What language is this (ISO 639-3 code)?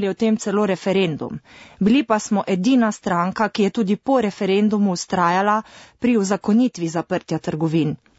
slv